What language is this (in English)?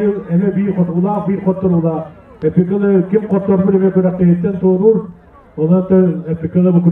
Yakut